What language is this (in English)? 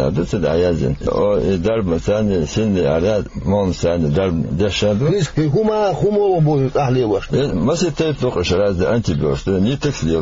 Chechen